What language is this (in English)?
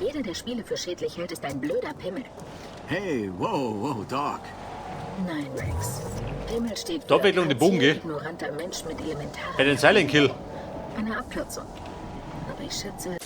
Bavarian